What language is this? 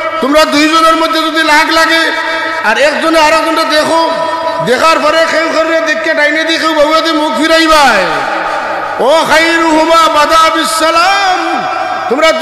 Sylheti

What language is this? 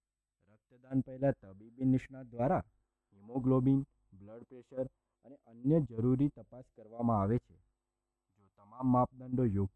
Gujarati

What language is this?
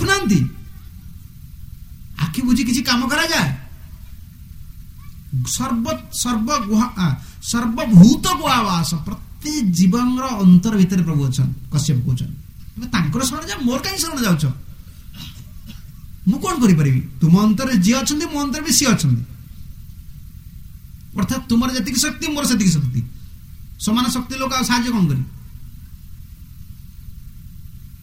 Odia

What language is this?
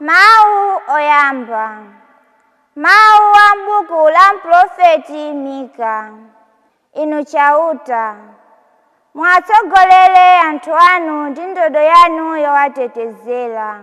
Nyanja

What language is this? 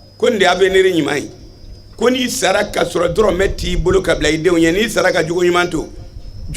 Bambara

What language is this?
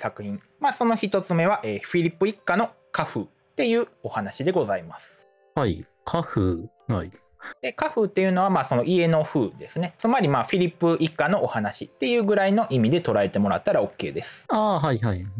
Japanese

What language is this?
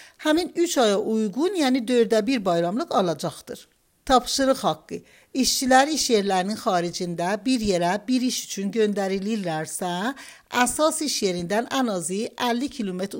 Azerbaijani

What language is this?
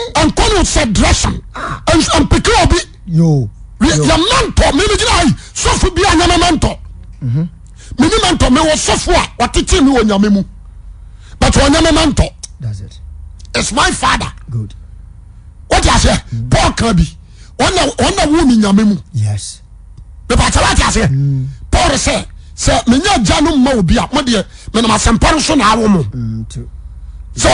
Akan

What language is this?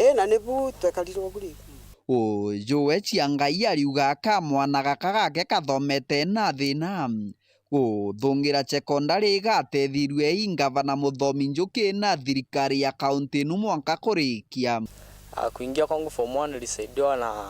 Meru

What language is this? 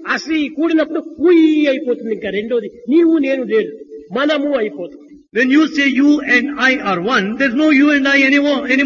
Telugu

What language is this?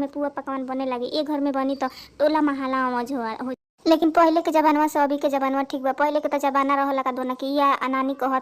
Bhojpuri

